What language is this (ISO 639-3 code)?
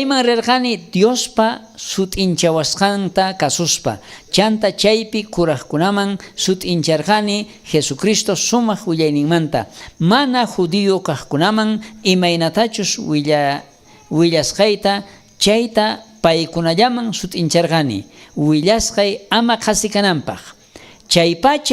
quh